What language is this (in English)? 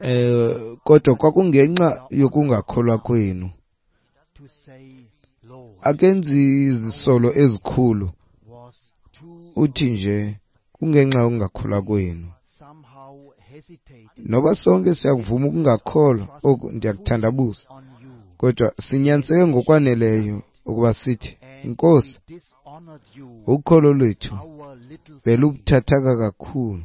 Xhosa